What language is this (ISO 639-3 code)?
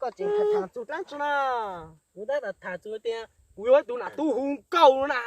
hmn